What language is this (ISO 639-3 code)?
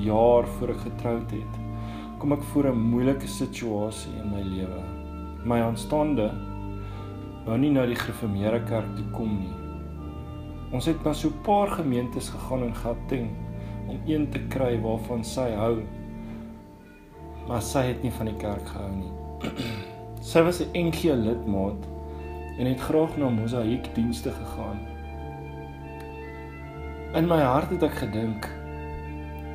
afr